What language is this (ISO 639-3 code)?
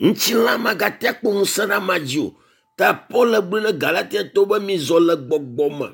ewe